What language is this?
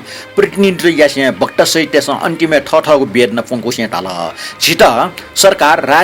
Newari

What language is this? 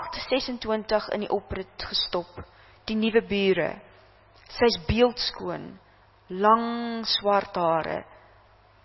Afrikaans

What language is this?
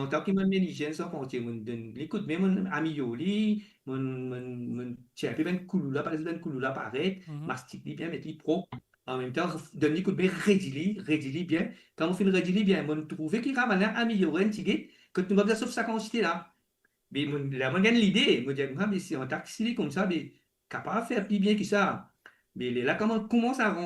Morisyen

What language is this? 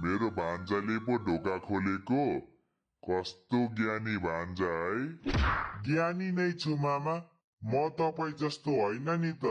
Nepali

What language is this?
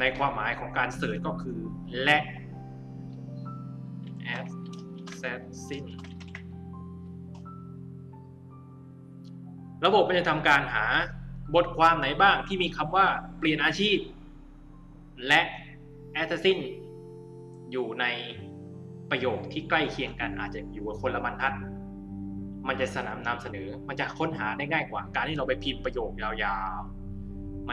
Thai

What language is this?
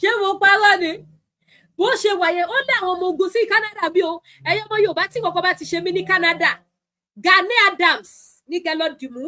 Yoruba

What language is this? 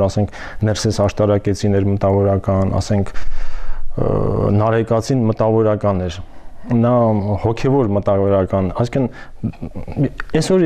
Armenian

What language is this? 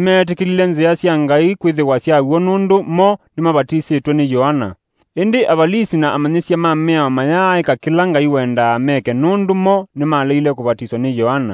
Kamba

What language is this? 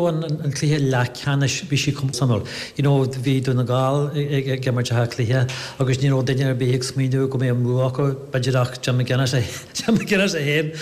Irish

